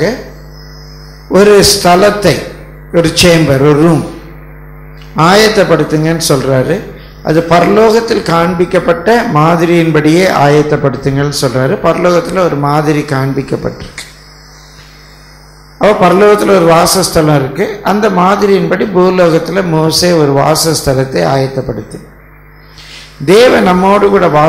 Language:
Tamil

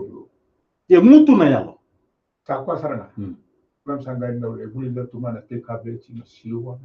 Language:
Fijian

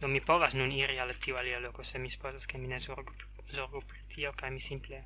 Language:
Esperanto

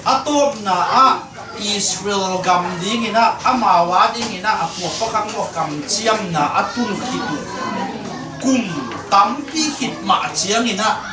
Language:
Tedim Chin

